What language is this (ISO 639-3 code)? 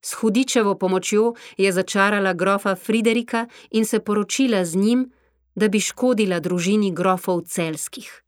slv